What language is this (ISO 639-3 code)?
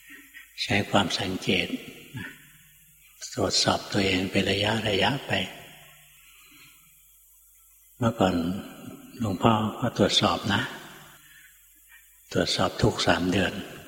tha